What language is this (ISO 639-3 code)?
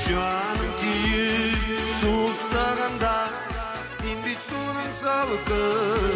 bak